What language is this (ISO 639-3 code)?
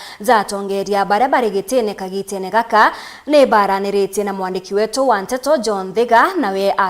mer